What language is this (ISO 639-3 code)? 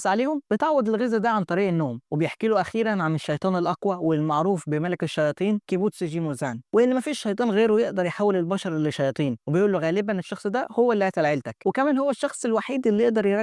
arz